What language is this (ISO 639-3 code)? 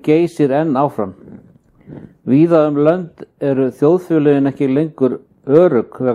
isl